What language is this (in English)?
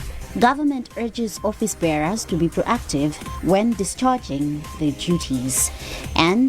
English